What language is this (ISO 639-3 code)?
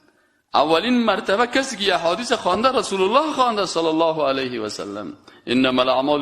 fas